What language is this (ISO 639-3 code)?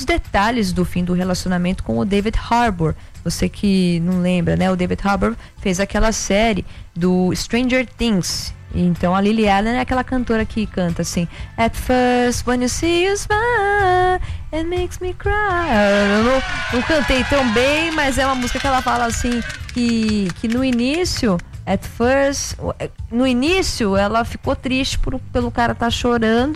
por